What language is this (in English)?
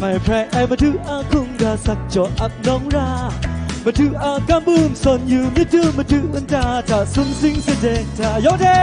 Kachin